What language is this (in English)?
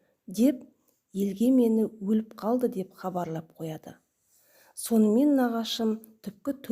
Kazakh